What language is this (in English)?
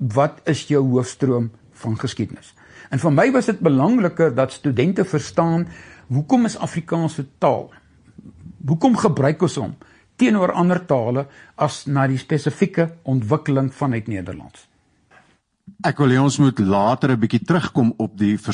Afrikaans